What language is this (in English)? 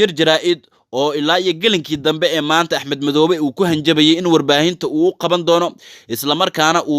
Somali